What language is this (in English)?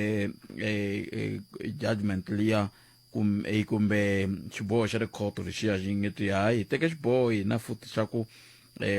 Tsonga